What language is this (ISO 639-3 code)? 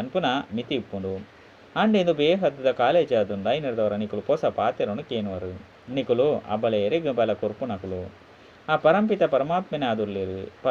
tcy